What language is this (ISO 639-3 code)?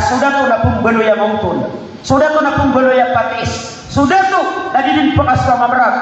mrw